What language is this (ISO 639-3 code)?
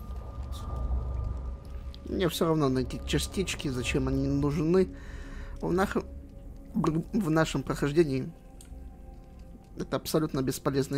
rus